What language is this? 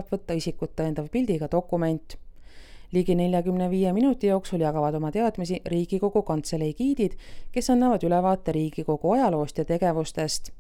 Estonian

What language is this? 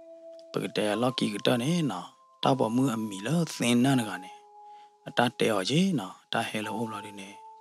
S'gaw Karen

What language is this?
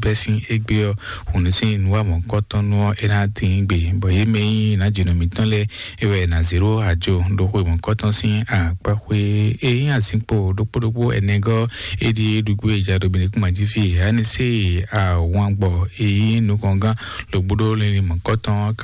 Fon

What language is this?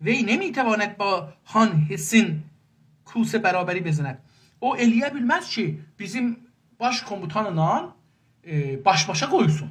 South Azerbaijani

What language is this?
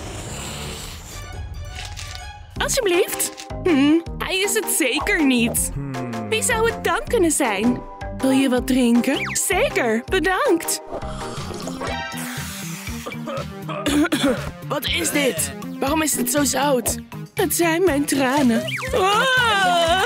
Dutch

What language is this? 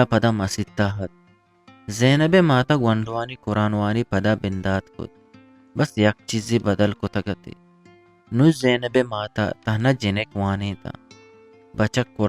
Eastern Balochi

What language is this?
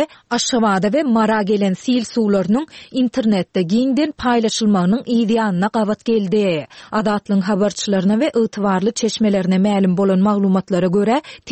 Turkmen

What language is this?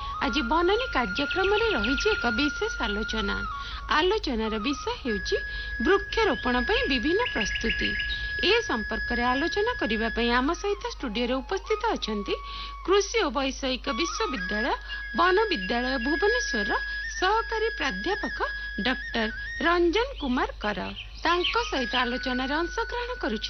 Odia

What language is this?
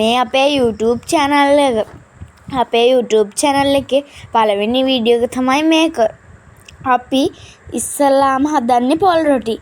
Sinhala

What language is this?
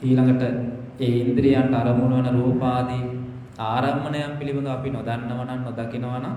Sinhala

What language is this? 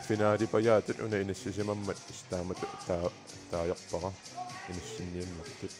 Kalaallisut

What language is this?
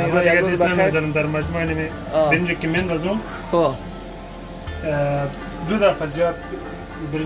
Persian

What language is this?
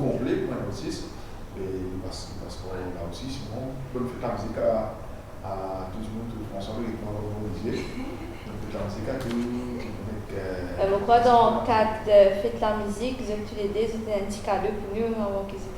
Morisyen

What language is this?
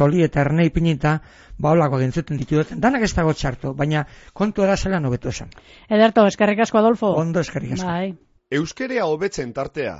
Basque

